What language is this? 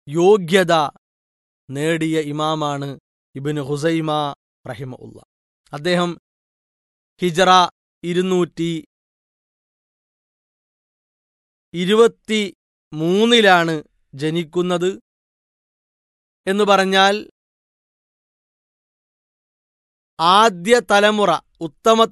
Malayalam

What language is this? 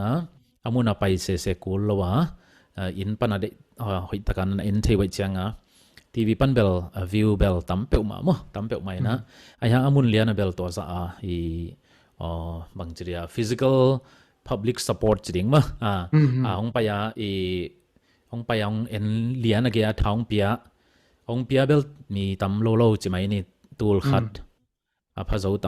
Tedim Chin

